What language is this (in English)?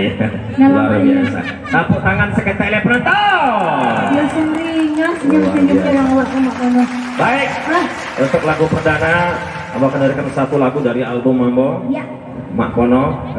Minangkabau